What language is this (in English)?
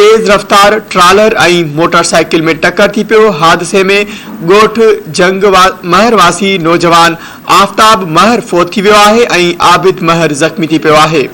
Sindhi